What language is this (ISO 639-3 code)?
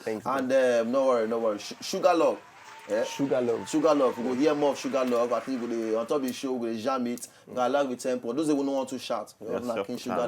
pcm